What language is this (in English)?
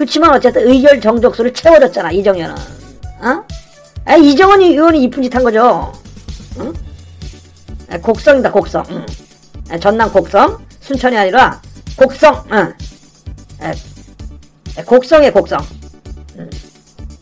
Korean